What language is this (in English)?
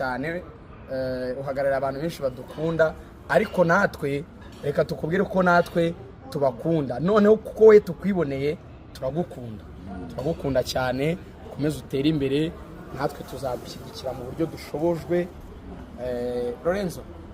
Kinyarwanda